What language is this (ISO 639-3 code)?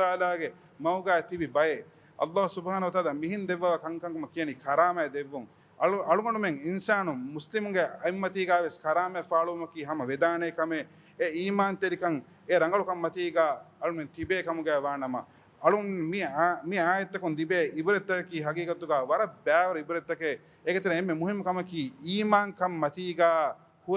div